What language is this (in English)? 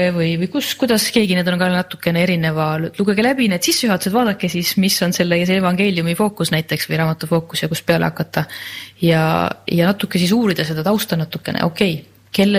Estonian